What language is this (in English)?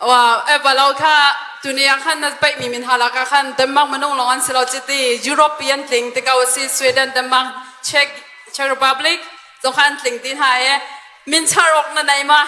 Hakha Chin